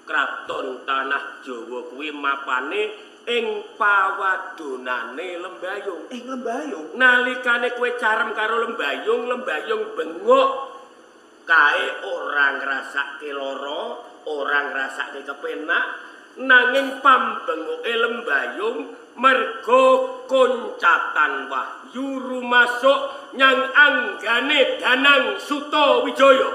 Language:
Javanese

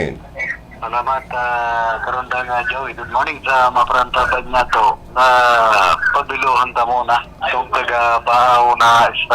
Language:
Bikol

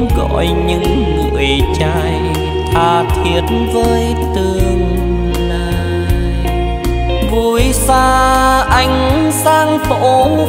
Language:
Vietnamese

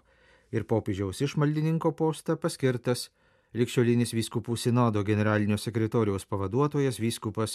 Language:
Lithuanian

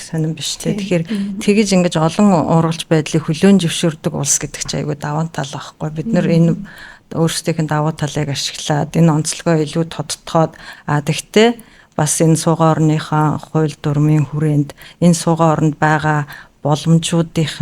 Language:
Mongolian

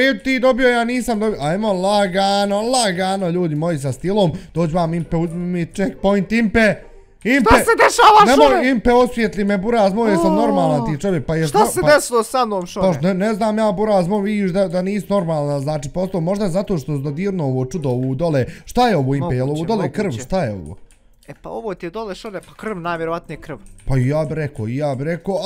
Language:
Bosnian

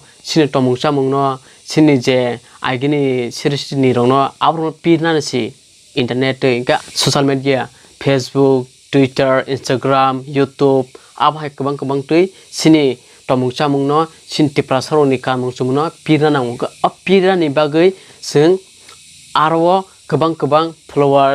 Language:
Kok Borok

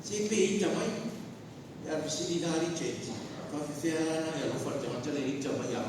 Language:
Samoan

